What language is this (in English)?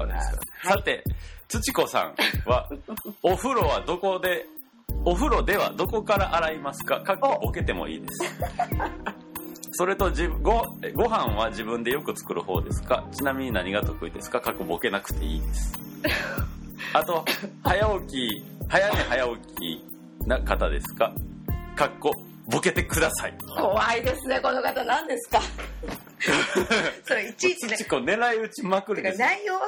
Japanese